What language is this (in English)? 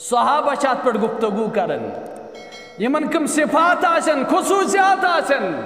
Kashmiri